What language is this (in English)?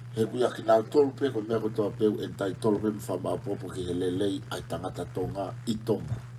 Tongan